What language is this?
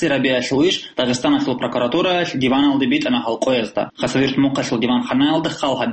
Avaric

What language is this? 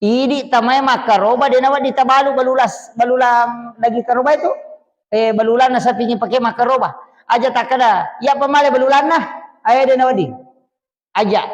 Buginese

